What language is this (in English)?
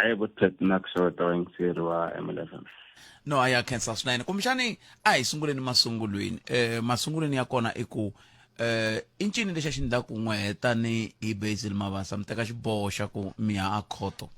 Tsonga